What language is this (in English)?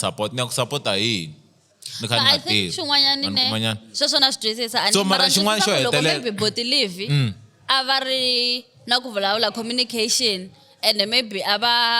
Tsonga